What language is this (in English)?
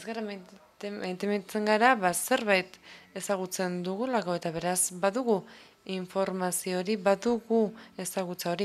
Basque